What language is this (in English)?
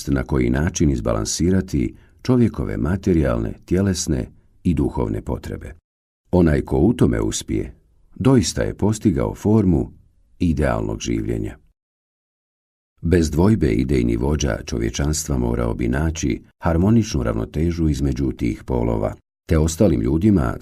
Bosnian